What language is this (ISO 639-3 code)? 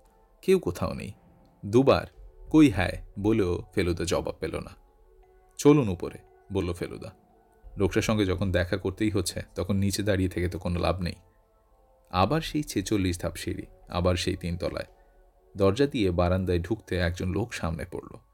ben